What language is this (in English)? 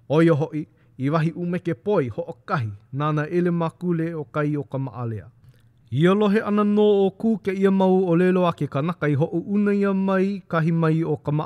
Hawaiian